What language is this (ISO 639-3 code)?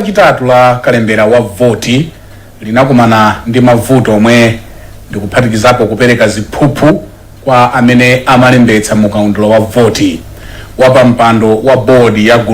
nya